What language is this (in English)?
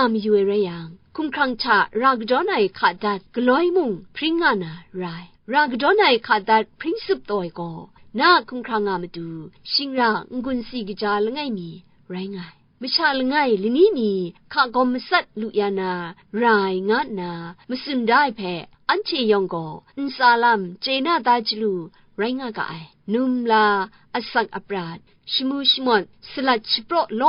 Kachin